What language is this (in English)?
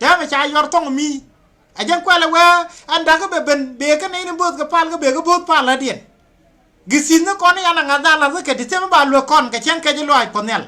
Nuer